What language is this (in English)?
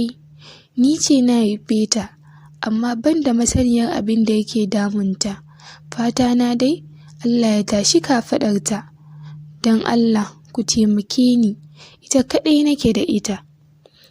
Hausa